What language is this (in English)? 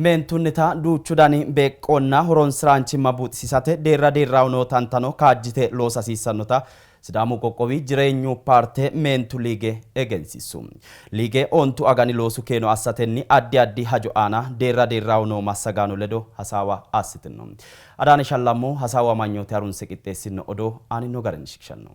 Sidamo